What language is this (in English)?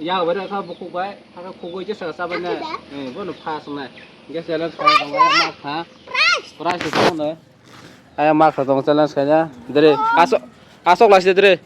Kok Borok